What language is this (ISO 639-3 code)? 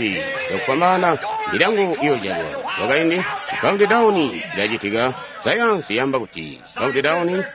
toi